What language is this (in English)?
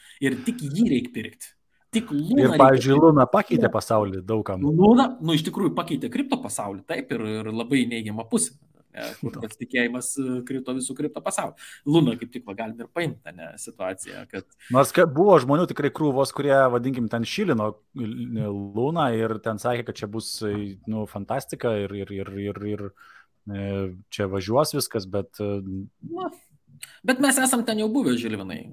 Lithuanian